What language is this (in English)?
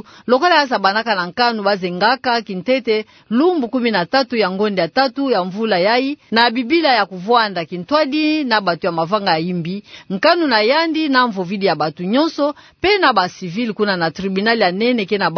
Kituba (Democratic Republic of Congo)